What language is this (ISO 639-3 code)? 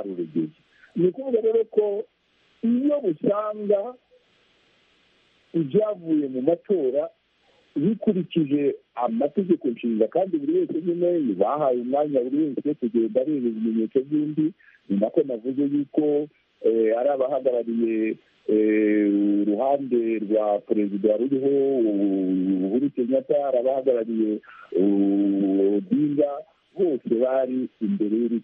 kin